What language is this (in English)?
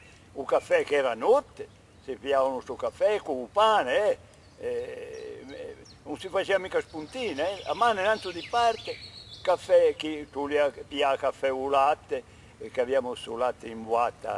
Corsican